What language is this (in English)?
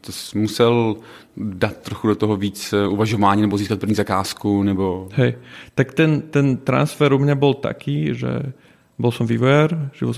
Slovak